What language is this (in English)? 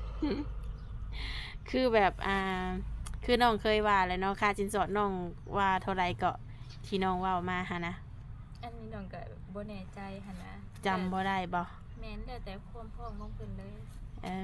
Lao